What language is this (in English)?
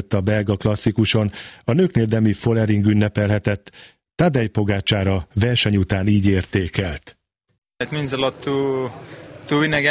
Hungarian